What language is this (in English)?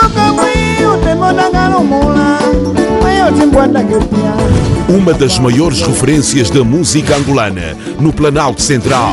Portuguese